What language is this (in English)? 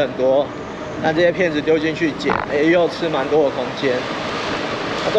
Chinese